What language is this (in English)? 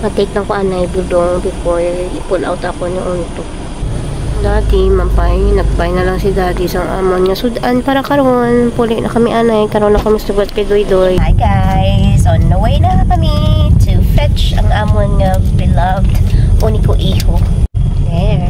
Hiligaynon